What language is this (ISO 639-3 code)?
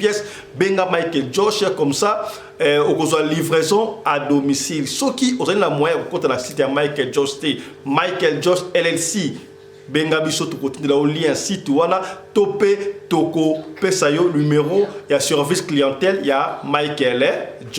lin